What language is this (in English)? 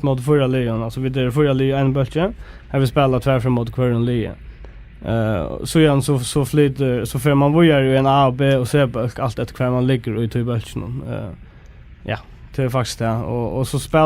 Faroese